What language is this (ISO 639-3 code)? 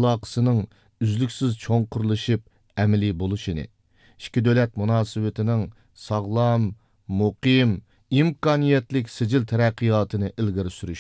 uig